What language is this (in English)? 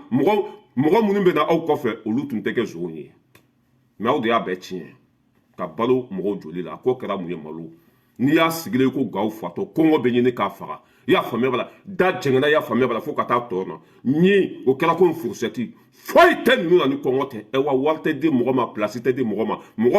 Bambara